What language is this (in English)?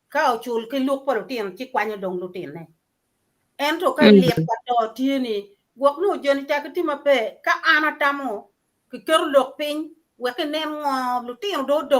Acoli